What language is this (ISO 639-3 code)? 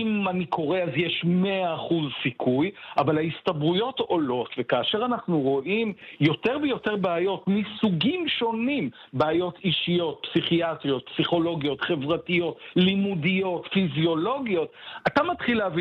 heb